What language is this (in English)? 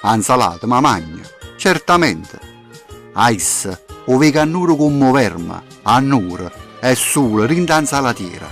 Neapolitan